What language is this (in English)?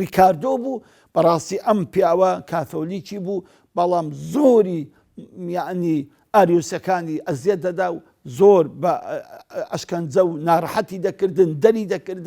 Central Kurdish